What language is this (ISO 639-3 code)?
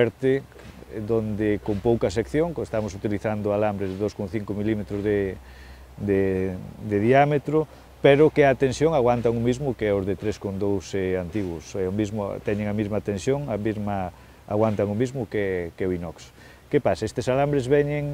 glg